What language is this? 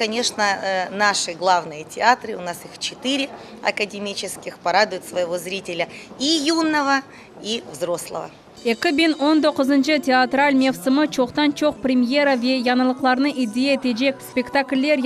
Crimean Tatar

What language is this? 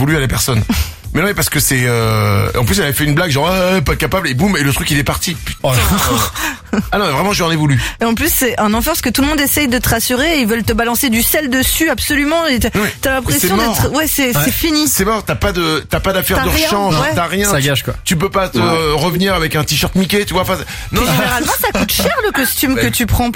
French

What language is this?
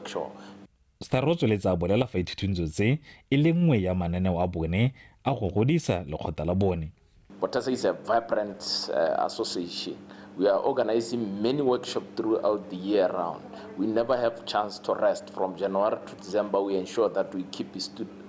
Tswana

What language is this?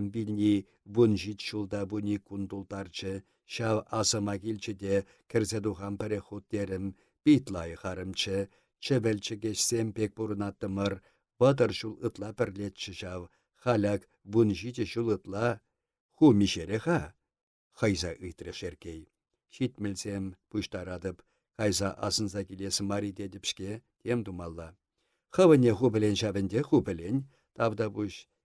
Chuvash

